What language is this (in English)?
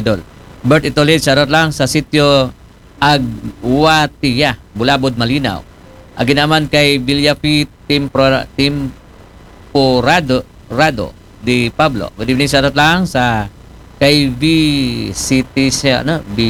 Aklanon